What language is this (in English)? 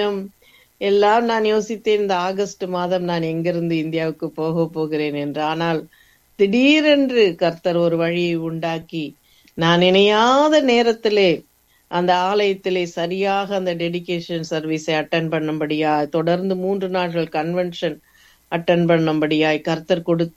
Tamil